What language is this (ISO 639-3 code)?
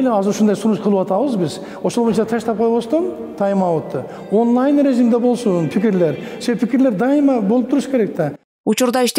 kir